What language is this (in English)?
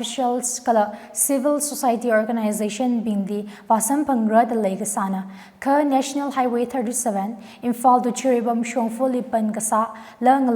Tangkhul Naga (India)